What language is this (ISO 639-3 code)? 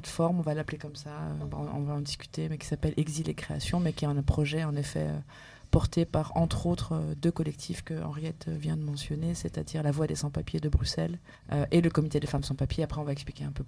fra